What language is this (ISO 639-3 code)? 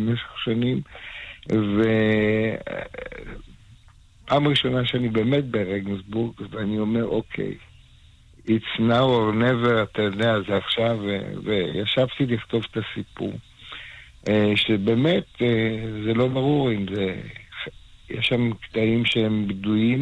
heb